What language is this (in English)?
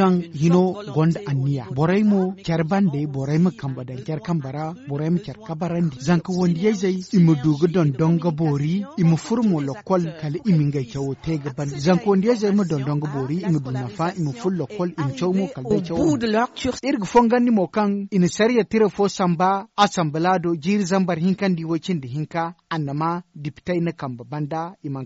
Zarma